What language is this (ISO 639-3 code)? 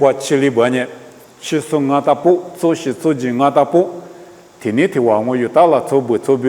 lis